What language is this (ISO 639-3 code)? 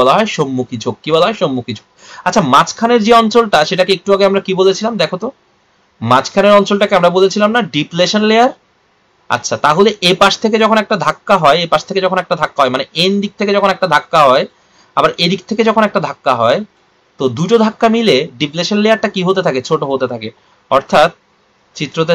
ben